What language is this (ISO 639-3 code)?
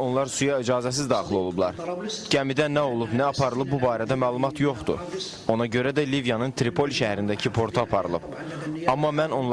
aze